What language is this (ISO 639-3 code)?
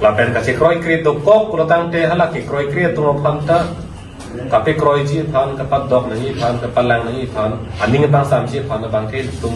mjw